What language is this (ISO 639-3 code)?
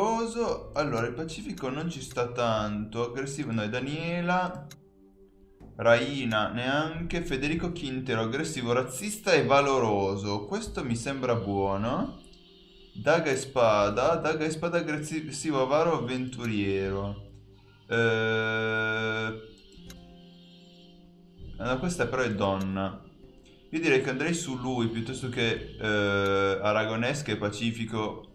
ita